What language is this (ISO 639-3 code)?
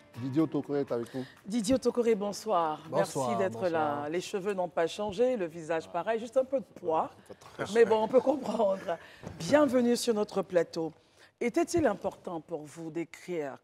fra